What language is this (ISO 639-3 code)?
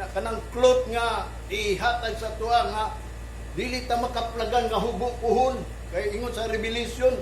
ceb